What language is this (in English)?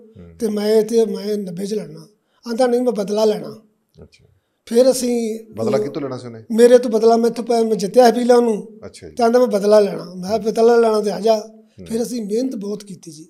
Punjabi